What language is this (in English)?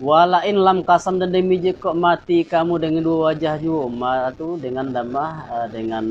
Minangkabau